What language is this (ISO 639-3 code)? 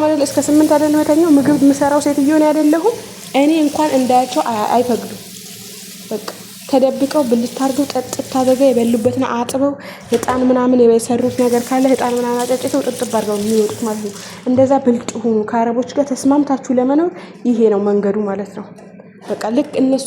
amh